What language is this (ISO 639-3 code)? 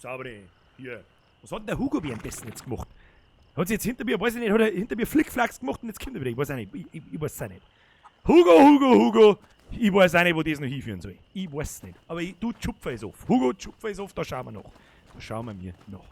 bar